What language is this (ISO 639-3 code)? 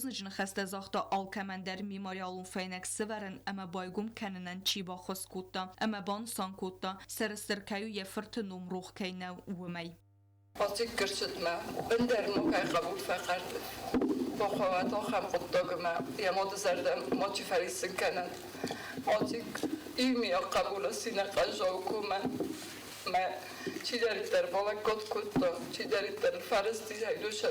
oss